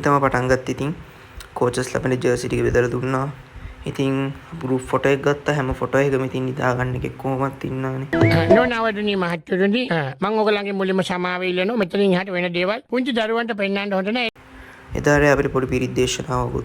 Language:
Sinhala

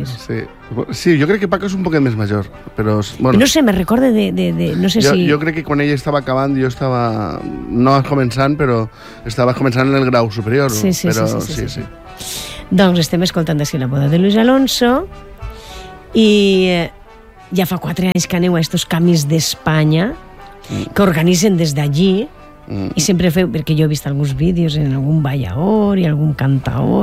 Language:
Catalan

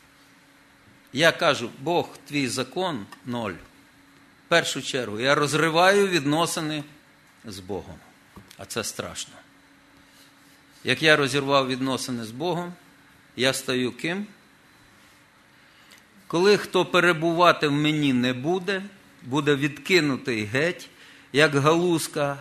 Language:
Ukrainian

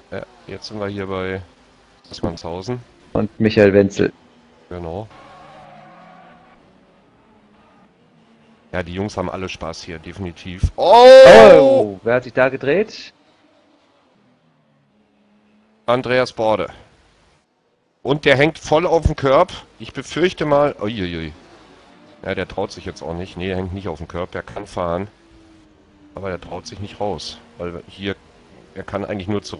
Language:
German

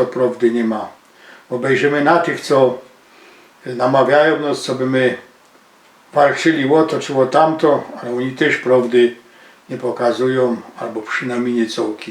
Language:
Silesian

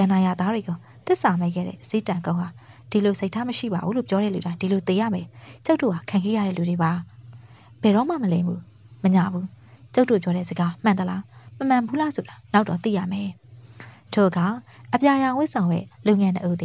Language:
Burmese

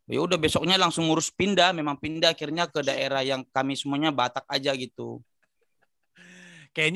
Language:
Indonesian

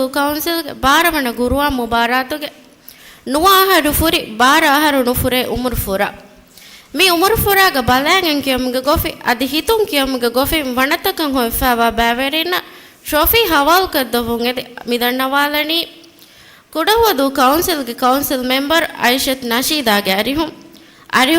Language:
Divehi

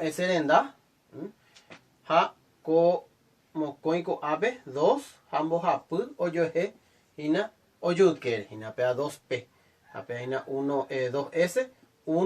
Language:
Guarani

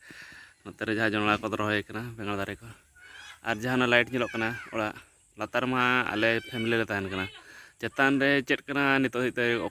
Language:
Santali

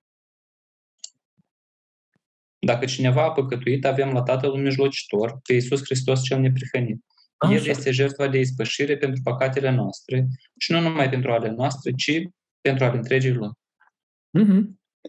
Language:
Romanian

